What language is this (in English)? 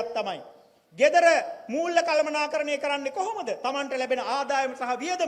Sinhala